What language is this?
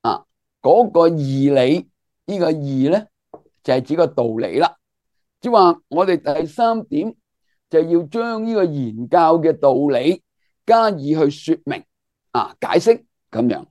Cantonese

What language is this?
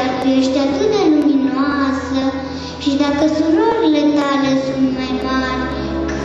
Romanian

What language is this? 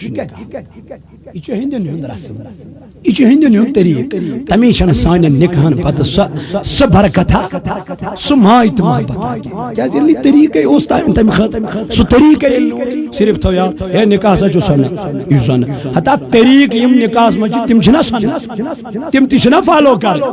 Kashmiri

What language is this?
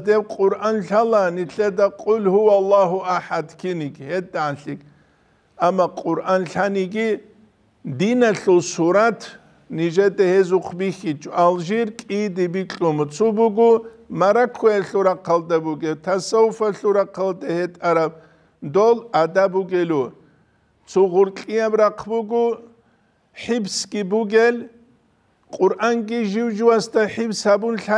Avaric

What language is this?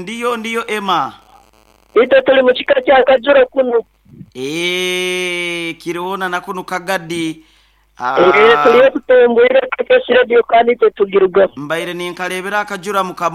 Nyoro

